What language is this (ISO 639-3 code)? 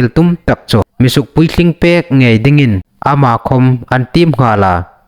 hmr